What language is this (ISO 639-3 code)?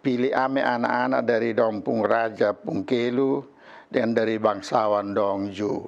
mkn